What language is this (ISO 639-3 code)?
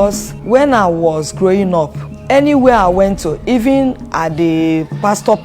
pcm